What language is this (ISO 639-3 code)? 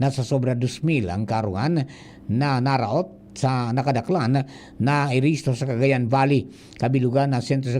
bik